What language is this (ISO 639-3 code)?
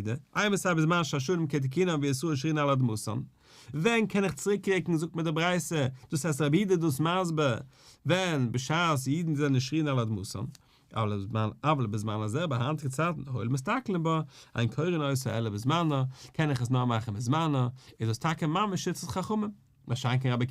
yid